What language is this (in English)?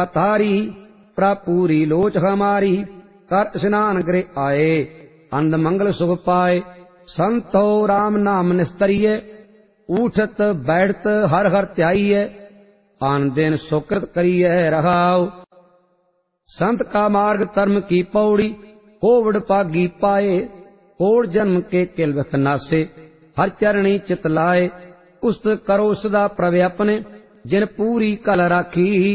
Punjabi